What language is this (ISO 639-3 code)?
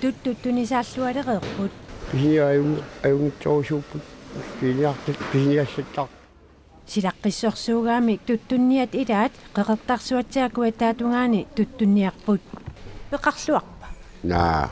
kal